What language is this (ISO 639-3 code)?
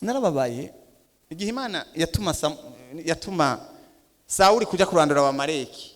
run